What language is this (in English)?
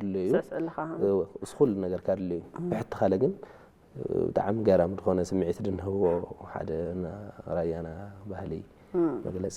Tigrinya